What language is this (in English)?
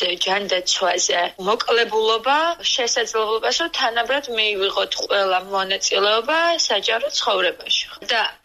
Georgian